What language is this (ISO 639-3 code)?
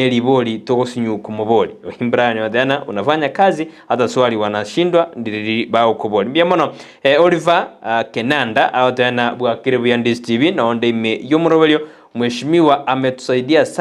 guz